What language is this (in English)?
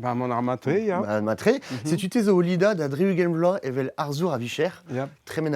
Breton